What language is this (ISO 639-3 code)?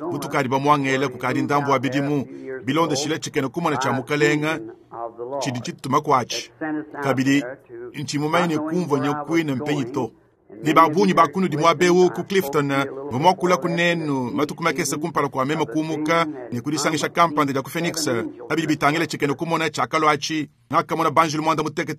lua